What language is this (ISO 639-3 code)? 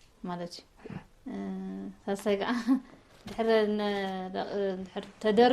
tir